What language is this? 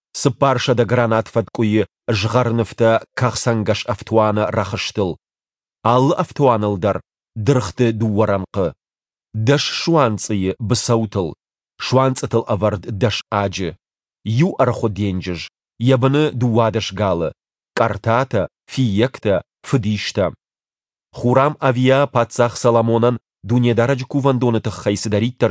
Ossetic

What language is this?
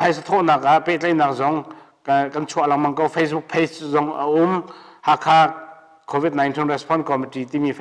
Hakha Chin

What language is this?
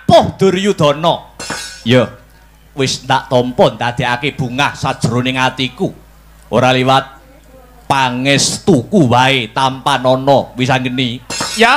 Javanese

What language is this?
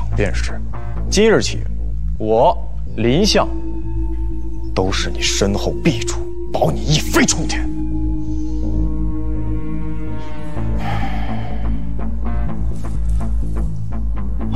Chinese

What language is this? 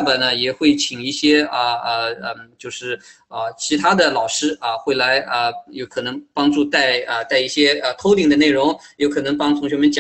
Chinese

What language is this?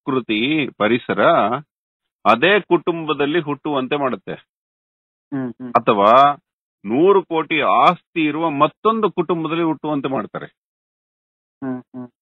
Kannada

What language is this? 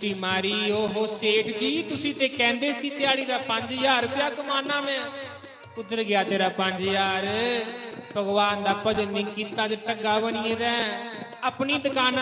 Dogri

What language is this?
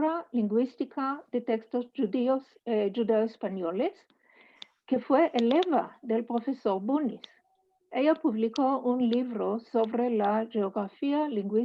Ladino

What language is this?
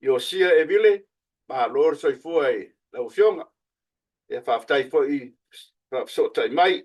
Samoan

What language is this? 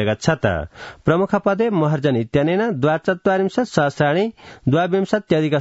Sanskrit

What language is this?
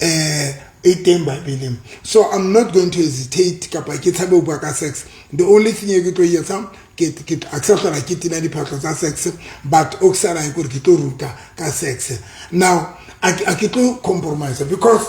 Southern Sotho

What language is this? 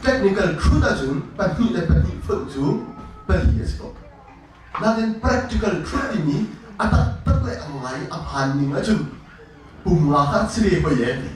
Hakha Chin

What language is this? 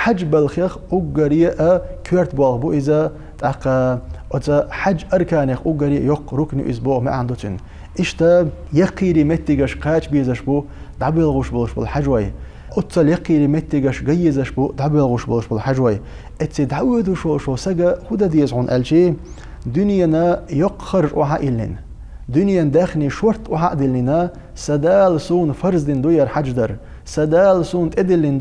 Chechen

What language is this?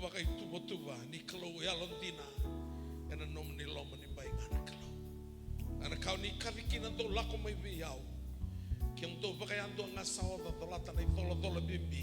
Fijian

